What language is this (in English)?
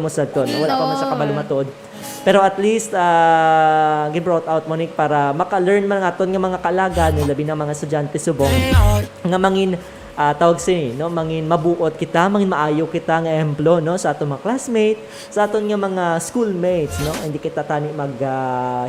Hiligaynon